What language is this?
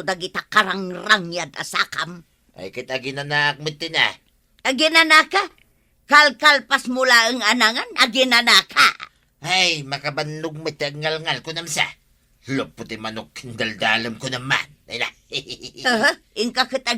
Iloko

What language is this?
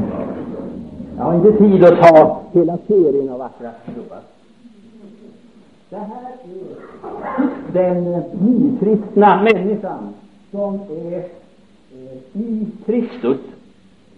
Swedish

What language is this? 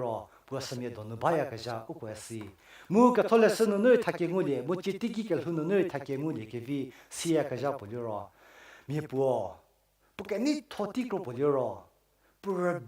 Angami Naga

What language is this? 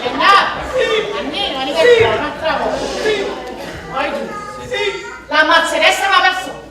Neapolitan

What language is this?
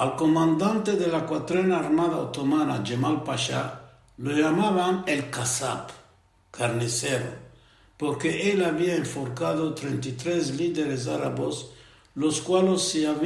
Ladino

